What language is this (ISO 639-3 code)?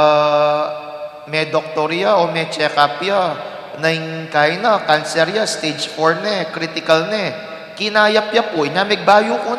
pam